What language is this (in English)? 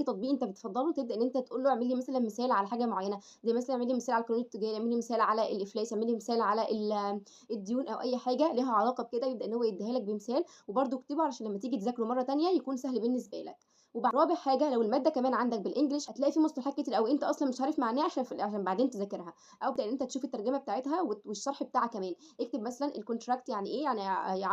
Egyptian Arabic